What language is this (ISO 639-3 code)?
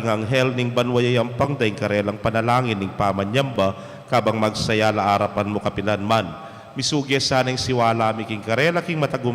pam